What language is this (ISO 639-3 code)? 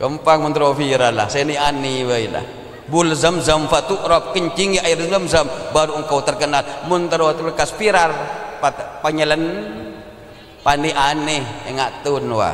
mad